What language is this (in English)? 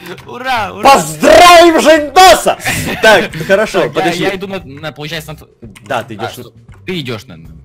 Russian